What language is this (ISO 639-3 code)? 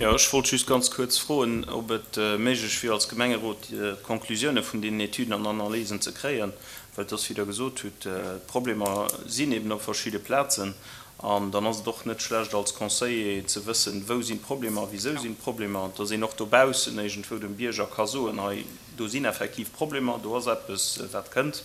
ltz